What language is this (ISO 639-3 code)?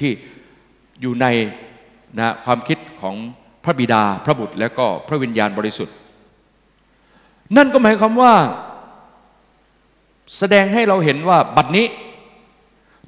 tha